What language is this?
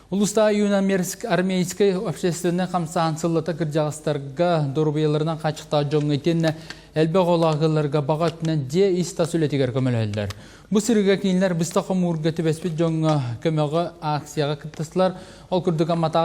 Yakut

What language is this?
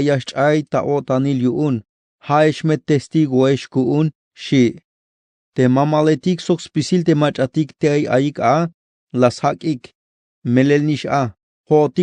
Tzeltal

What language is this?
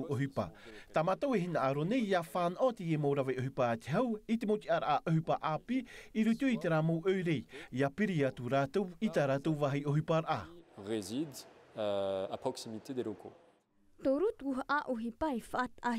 Tahitian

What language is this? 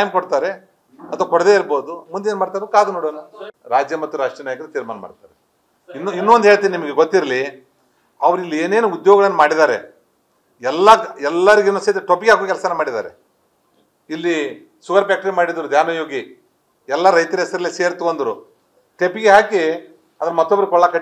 Kannada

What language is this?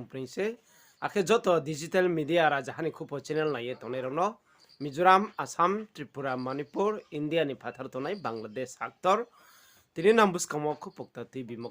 Riang (India)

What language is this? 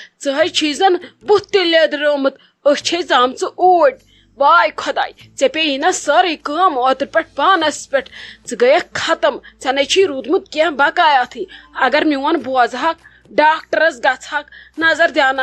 Kashmiri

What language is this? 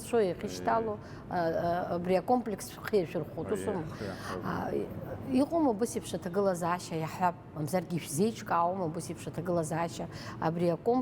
Abkhazian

